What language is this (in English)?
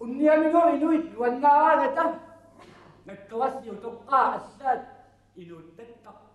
Kalaallisut